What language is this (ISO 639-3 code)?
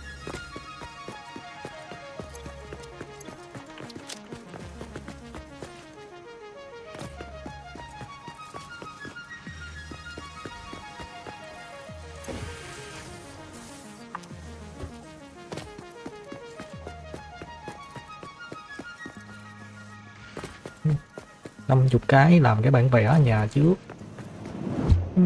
vie